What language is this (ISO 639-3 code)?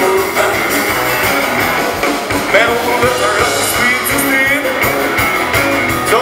swe